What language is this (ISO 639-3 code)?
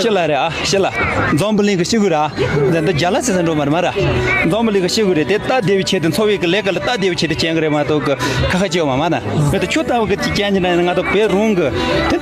bod